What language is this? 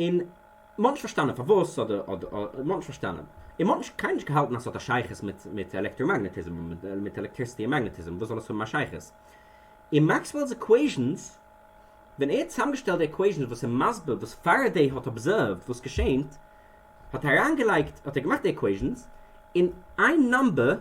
Yiddish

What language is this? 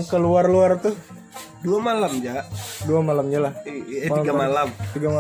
Banjar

